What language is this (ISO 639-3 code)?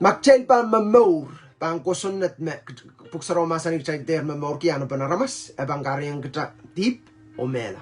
pon